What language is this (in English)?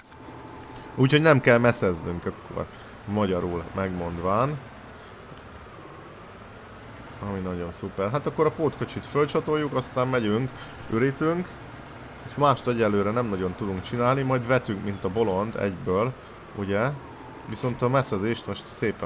Hungarian